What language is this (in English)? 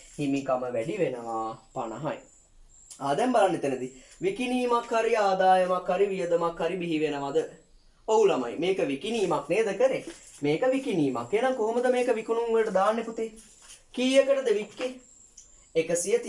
Sinhala